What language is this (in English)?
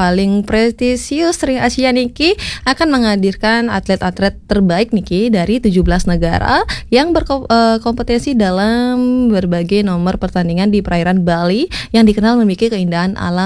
Balinese